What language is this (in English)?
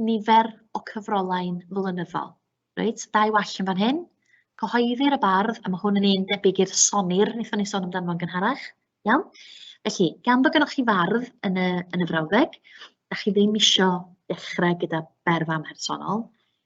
Welsh